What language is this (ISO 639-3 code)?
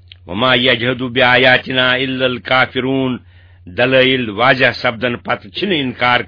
kas